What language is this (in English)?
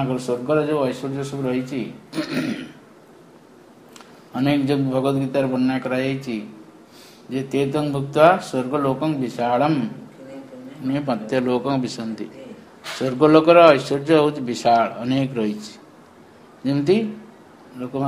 Odia